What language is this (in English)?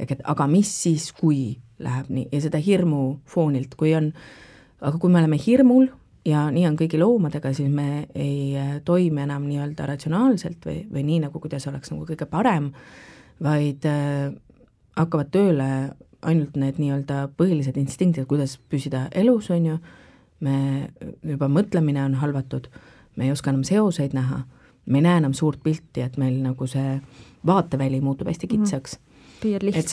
Estonian